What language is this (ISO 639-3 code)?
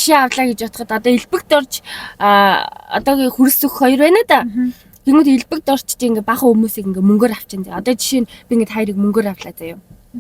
mon